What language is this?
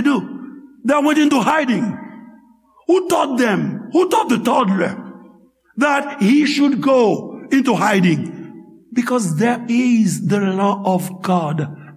Haitian Creole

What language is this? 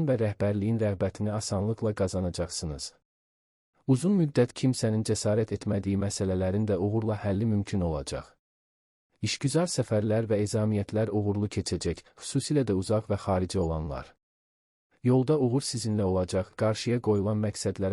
Azerbaijani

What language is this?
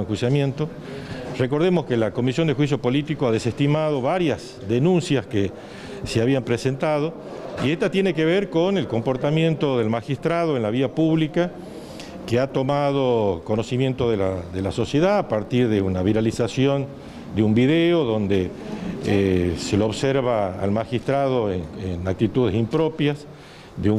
Spanish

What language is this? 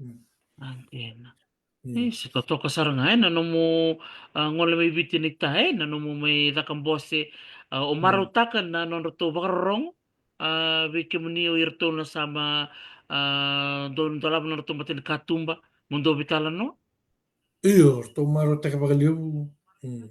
Fijian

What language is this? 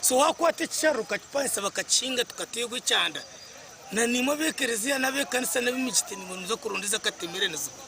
Nyankole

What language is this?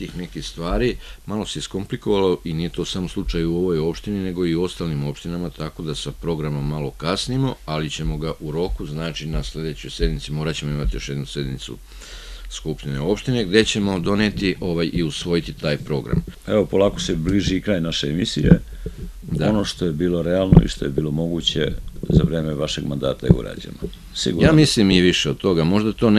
Serbian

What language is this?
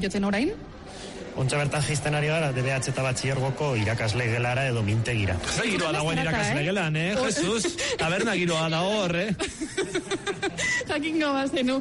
Basque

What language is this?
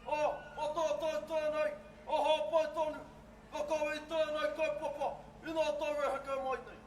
Māori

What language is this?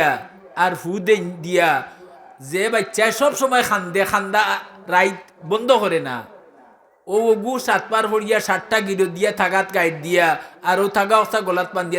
Sylheti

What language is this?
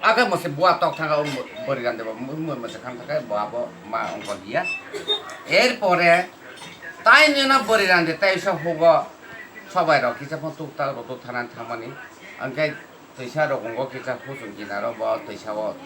Kok Borok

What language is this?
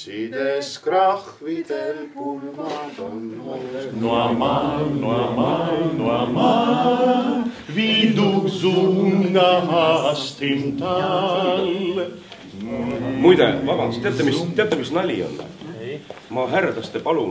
Estonian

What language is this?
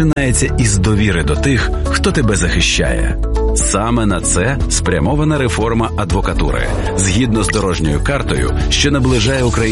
Ukrainian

